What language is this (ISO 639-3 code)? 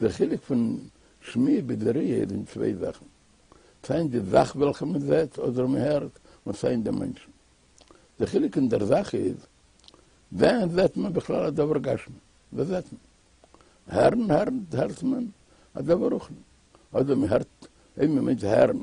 yid